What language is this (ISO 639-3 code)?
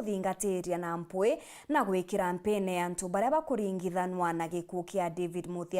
mer